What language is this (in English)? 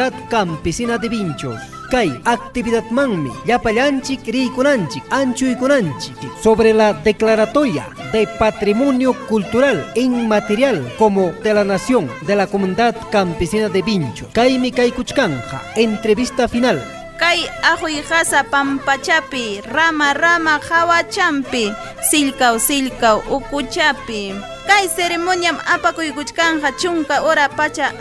Ayacucho Quechua